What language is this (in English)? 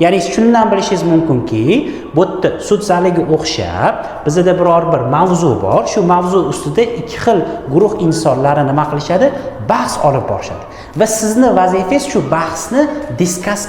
Uzbek